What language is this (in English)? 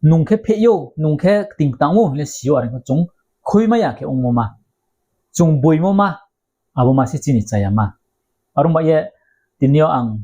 Riang (India)